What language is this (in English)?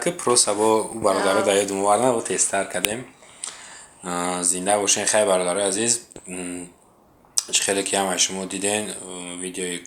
Tajik